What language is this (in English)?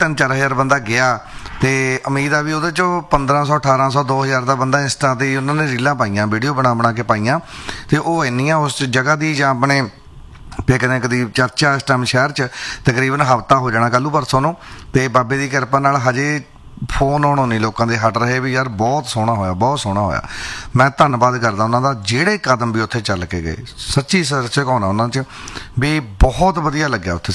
Punjabi